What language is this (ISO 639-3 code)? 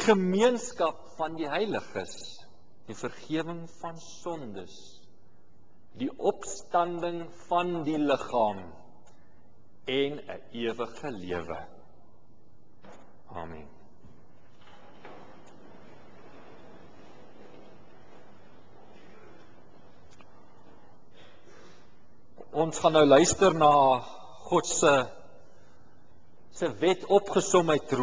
afr